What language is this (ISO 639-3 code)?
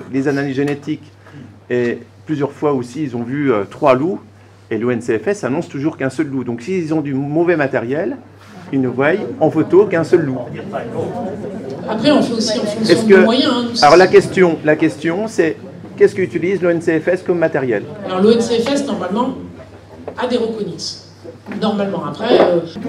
fra